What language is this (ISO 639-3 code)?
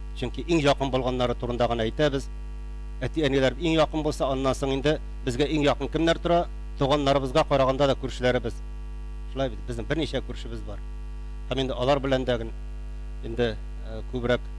tat